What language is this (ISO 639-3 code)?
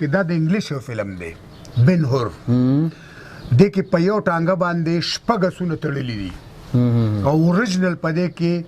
pus